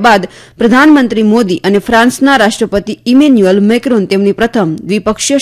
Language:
Gujarati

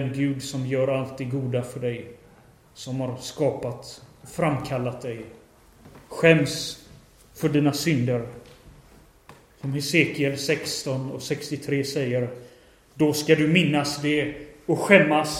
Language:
Swedish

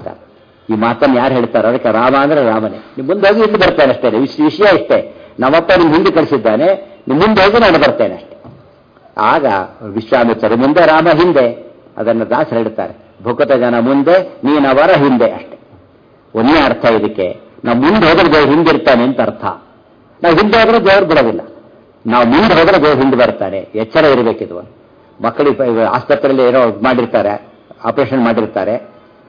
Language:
Kannada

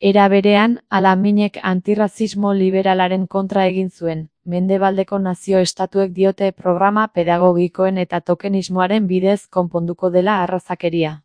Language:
Basque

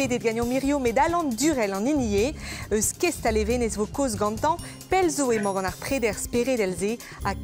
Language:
Breton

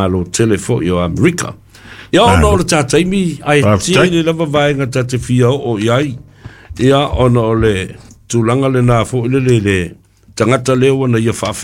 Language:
Samoan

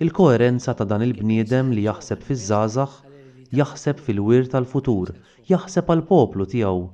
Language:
Maltese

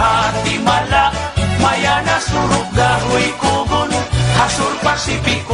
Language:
Waray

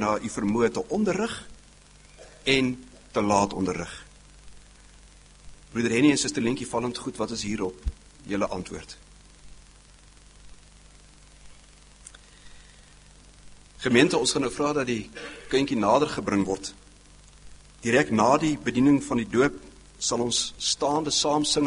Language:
Afrikaans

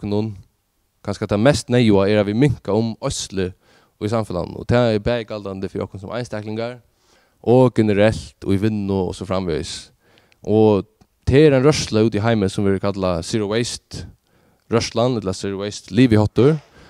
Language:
Faroese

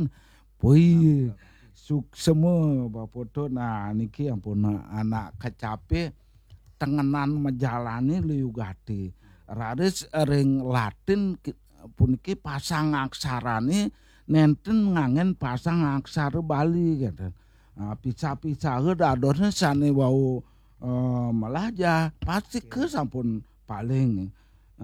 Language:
Balinese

